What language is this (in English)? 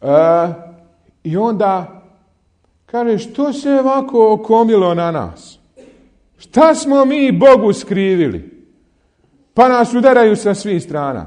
Bosnian